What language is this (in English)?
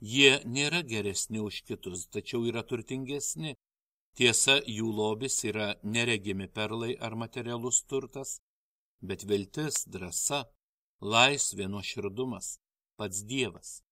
Lithuanian